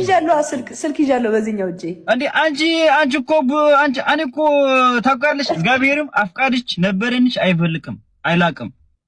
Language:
Amharic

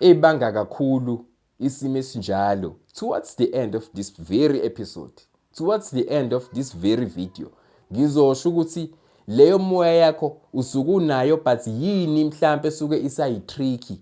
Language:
Zulu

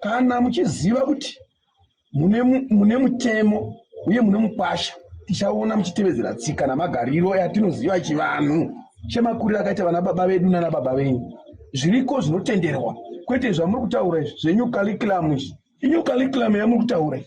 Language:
Shona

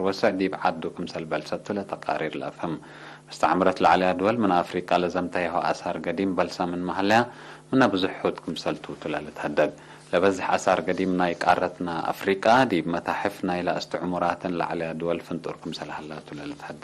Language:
Tigre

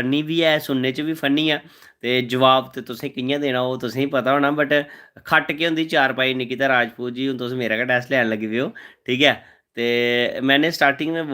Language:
Dogri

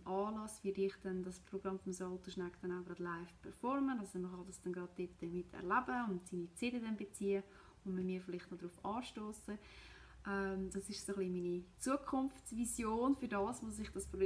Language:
Swiss German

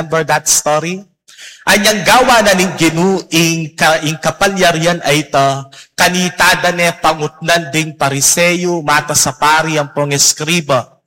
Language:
Pampanga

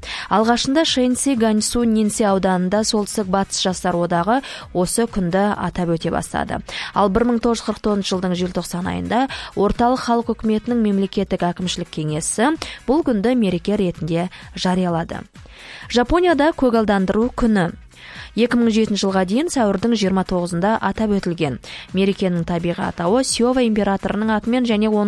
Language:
Kazakh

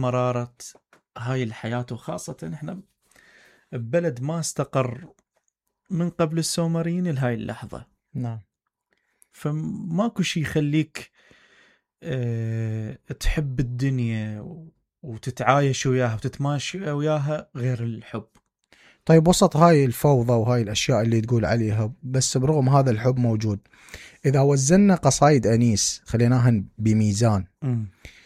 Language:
Mesopotamian Arabic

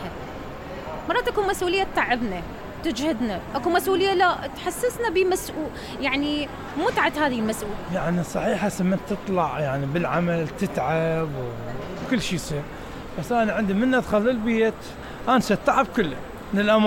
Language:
Mesopotamian Arabic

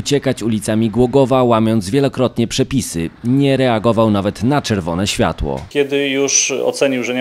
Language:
Polish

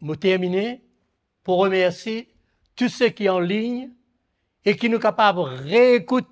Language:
Morisyen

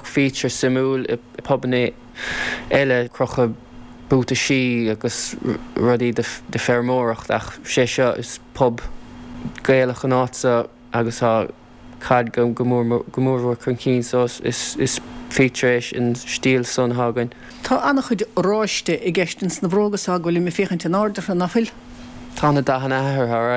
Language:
Irish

